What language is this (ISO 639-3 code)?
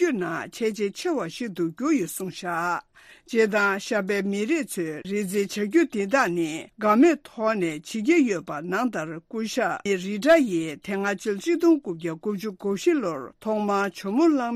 bod